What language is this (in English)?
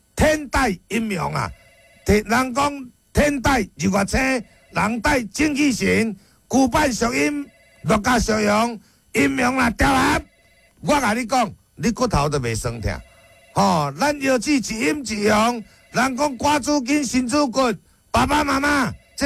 Min Nan Chinese